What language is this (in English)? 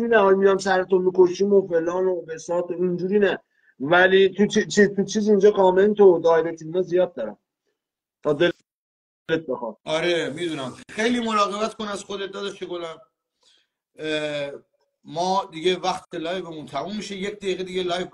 Persian